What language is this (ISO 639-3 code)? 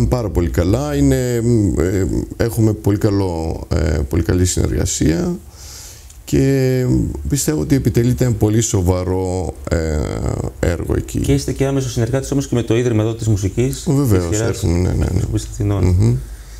ell